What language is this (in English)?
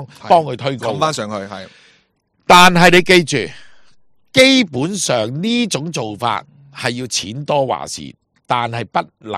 Cantonese